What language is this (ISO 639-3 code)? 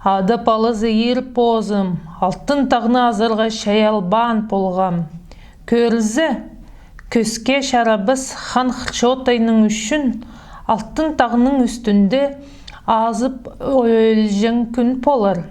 kjh